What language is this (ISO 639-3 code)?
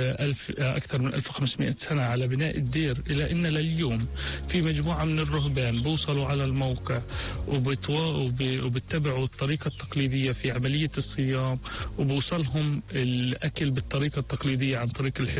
apc